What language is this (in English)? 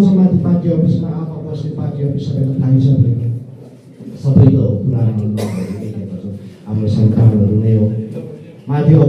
Nepali